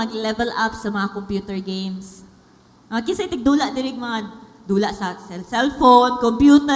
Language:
Cebuano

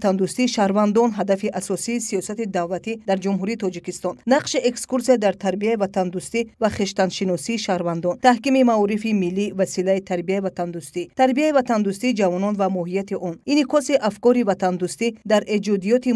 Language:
Tajik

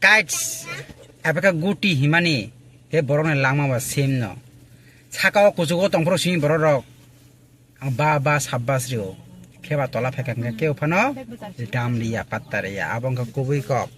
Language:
Kok Borok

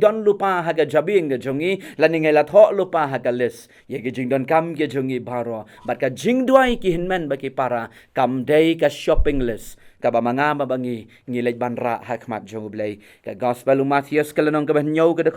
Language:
Khasi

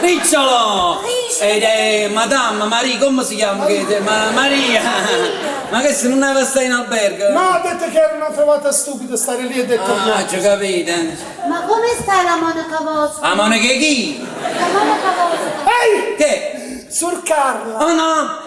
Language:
Neapolitan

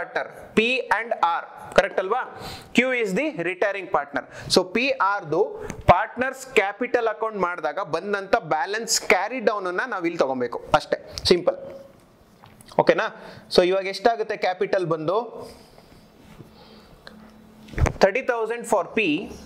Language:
Kannada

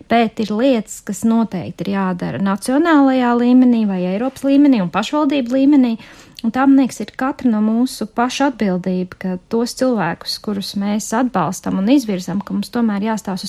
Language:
Latvian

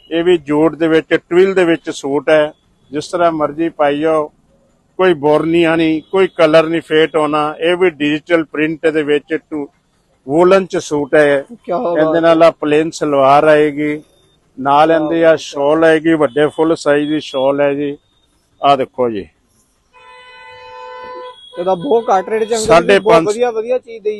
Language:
Punjabi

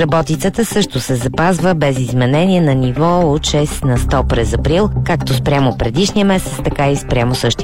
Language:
Bulgarian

